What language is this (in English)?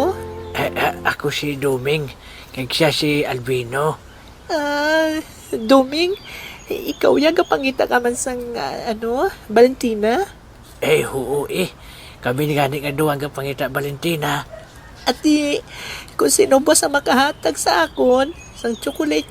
Hiligaynon